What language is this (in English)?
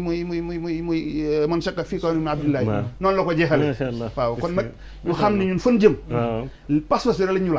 Wolof